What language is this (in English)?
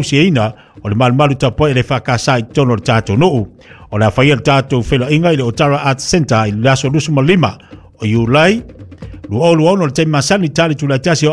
Samoan